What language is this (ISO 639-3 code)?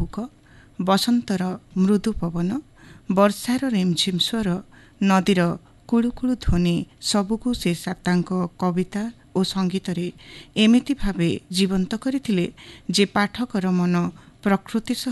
ori